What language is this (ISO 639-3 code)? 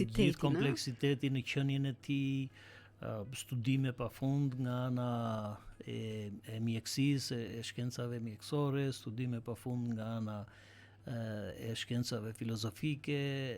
sqi